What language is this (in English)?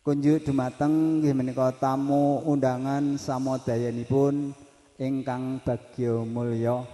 Javanese